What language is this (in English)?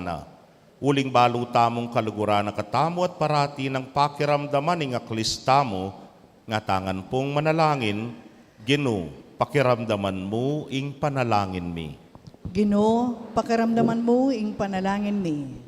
Pampanga